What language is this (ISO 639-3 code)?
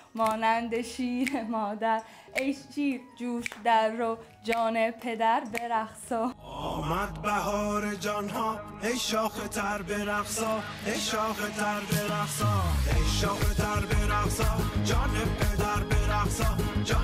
fas